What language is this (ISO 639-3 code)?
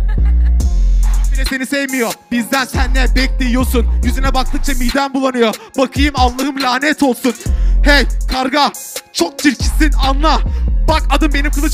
tur